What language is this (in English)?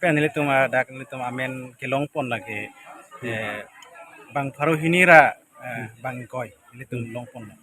Karbi